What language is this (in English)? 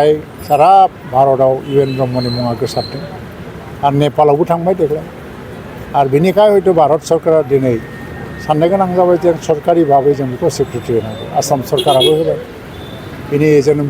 Bodo